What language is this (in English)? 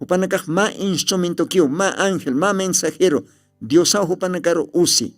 Aymara